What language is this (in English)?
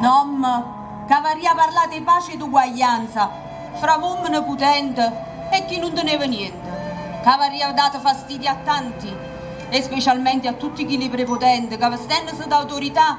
Neapolitan